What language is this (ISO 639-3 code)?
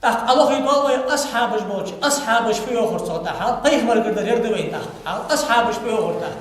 inh